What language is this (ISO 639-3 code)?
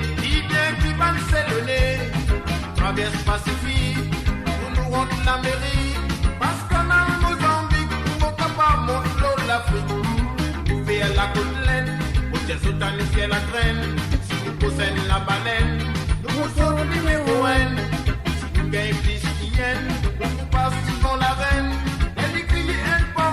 mfe